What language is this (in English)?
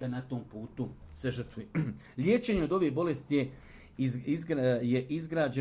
Bosnian